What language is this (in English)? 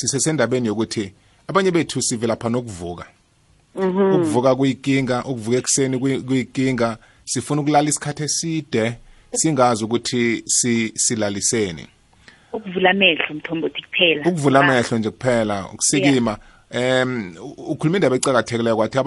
South Ndebele